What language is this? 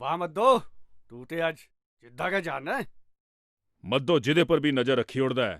Dogri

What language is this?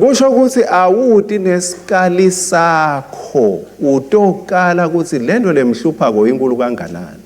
Swati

